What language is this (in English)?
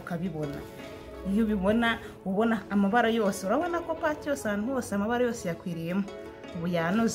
Kinyarwanda